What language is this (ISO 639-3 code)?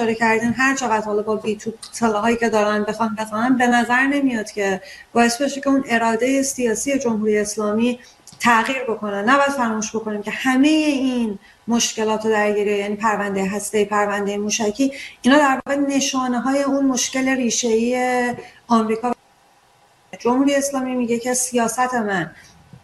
fas